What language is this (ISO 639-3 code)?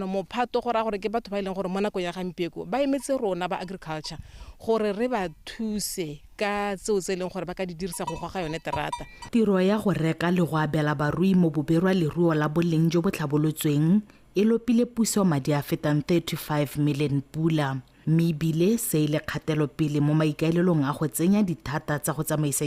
tsn